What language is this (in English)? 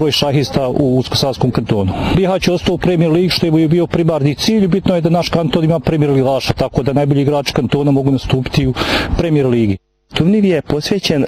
Bosnian